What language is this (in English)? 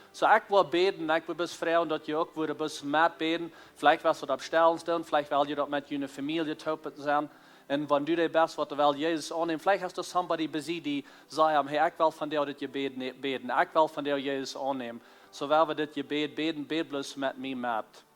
Plautdietsch